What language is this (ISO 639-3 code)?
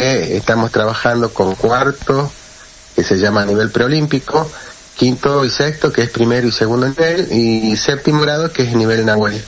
spa